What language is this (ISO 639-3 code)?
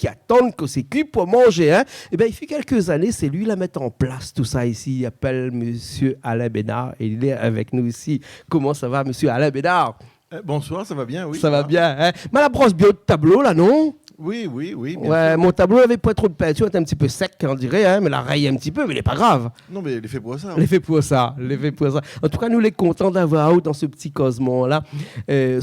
rcf